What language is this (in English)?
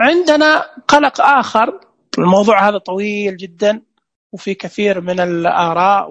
Najdi Arabic